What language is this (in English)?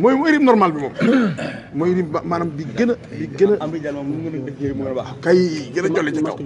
Wolof